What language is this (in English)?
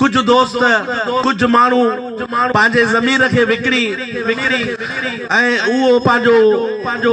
Sindhi